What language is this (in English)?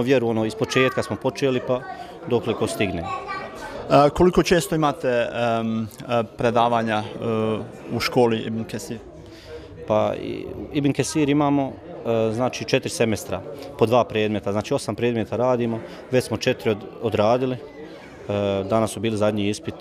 Bosnian